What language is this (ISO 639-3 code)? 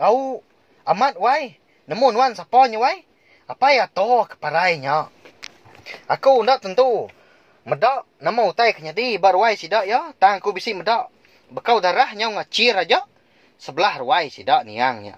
iba